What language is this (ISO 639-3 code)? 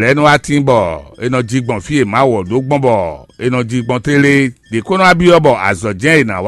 fon